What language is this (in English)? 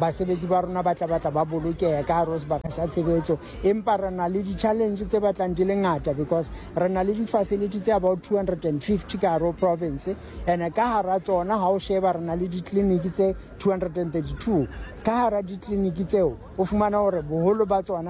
Southern Sotho